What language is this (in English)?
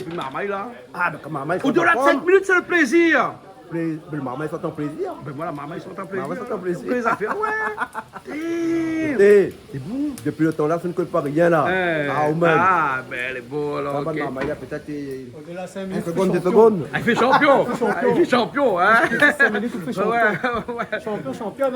Réunion Creole French